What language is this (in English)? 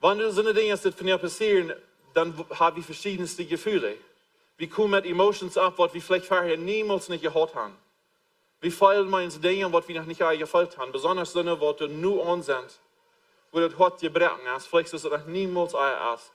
Plautdietsch